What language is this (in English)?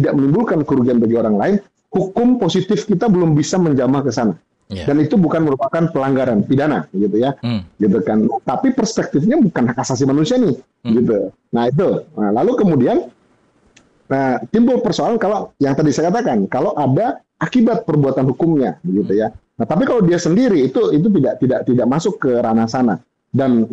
Indonesian